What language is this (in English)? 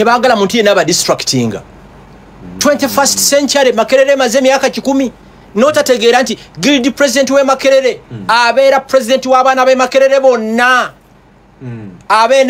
Ganda